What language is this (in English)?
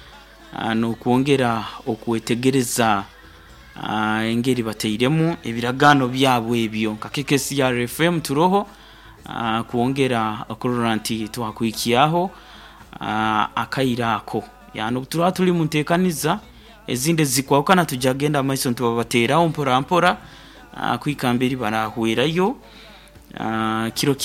Nyoro